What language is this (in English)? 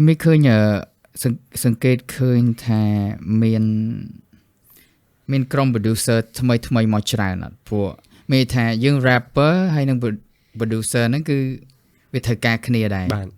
Khmer